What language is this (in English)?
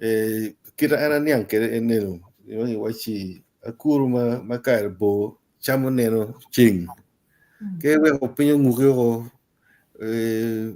Acoli